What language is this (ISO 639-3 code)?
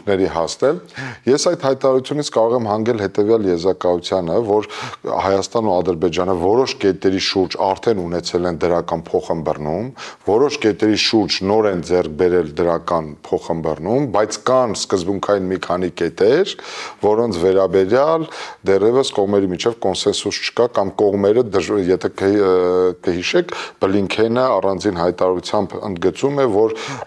hye